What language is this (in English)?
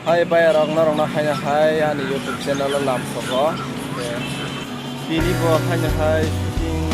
Kok Borok